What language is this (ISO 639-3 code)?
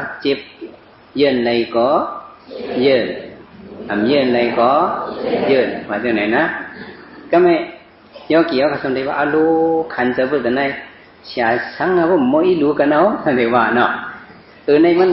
shn